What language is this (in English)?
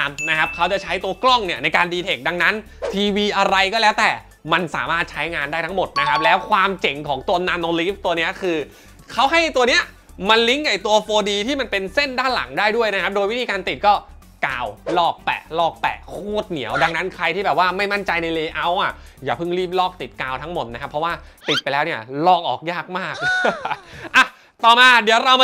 Thai